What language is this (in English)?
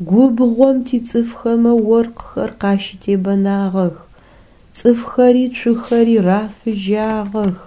Adyghe